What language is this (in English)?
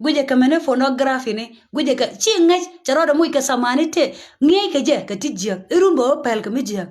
Nuer